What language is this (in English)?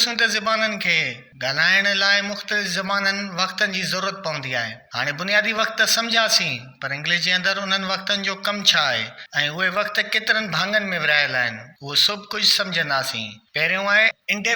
Sindhi